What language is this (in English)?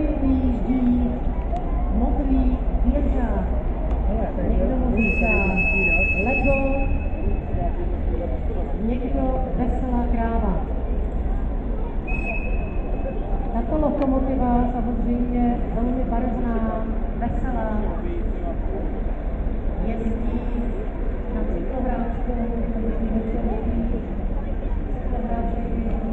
Czech